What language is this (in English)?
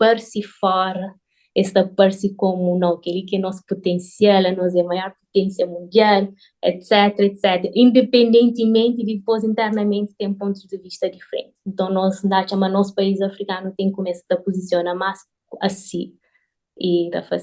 Kabuverdianu